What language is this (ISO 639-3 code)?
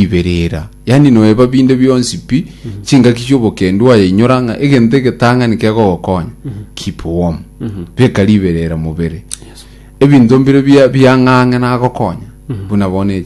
guz